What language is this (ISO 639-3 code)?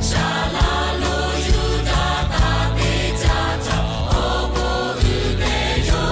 lhu